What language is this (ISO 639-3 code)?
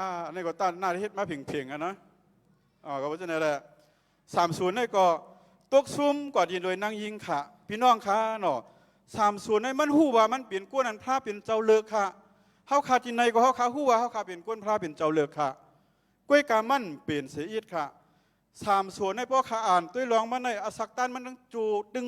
shn